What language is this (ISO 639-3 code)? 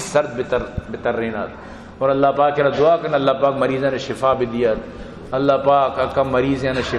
bal